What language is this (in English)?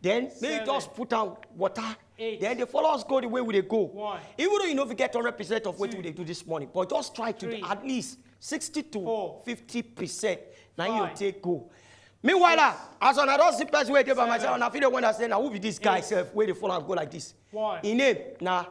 Nigerian Pidgin